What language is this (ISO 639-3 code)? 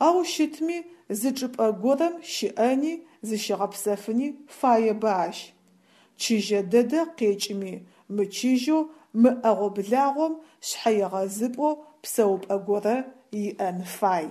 ady